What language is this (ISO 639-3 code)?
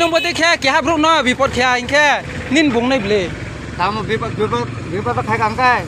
ria